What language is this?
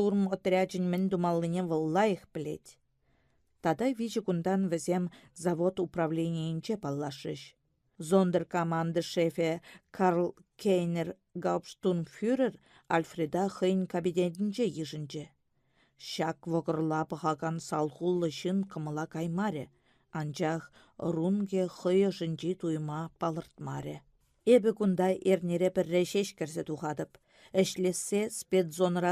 Chuvash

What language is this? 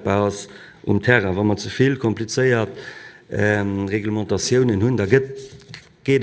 Luxembourgish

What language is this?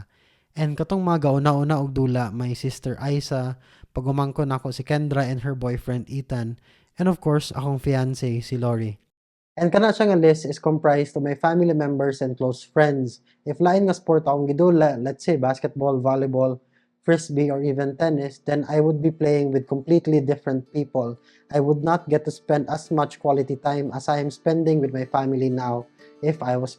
Cebuano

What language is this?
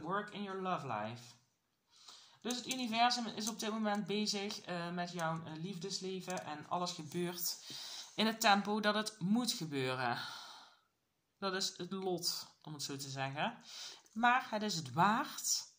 Dutch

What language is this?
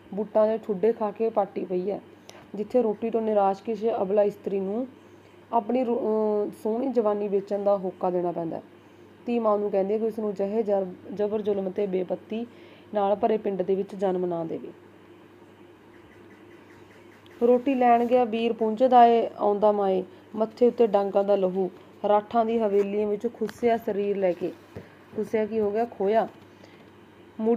Punjabi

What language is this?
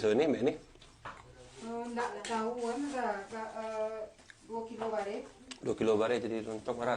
Minangkabau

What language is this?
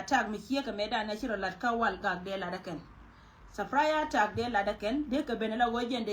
Nuer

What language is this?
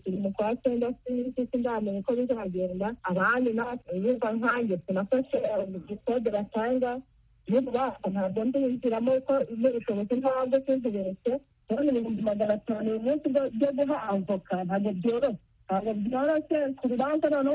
Kinyarwanda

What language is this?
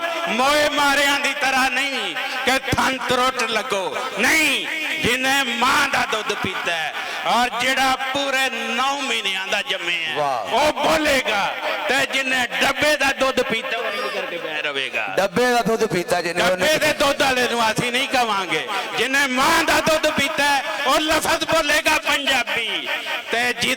Western Panjabi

